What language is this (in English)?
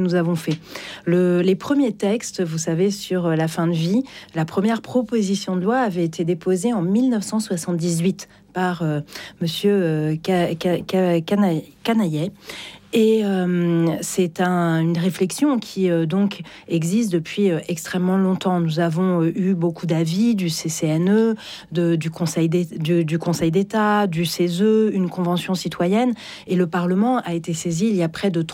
French